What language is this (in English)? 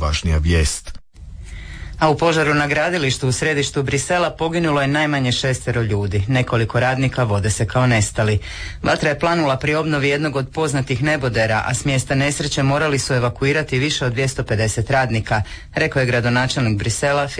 Croatian